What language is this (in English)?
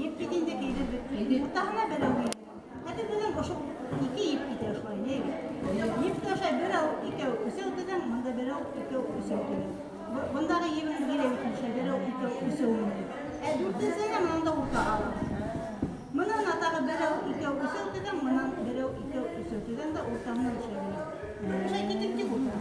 Bashkir